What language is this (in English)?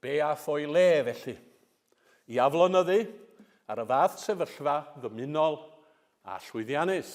Welsh